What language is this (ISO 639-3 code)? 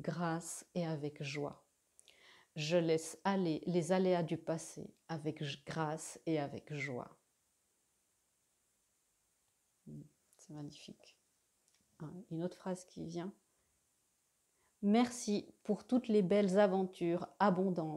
fra